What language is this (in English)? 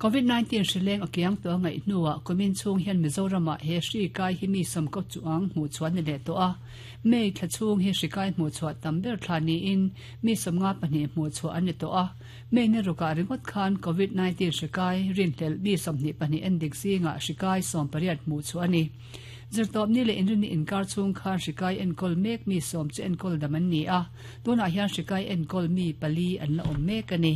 Mizo